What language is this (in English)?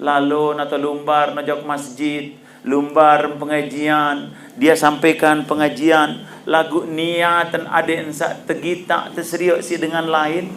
Sasak